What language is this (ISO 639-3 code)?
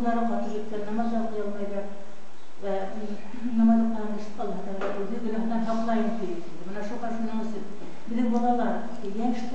bak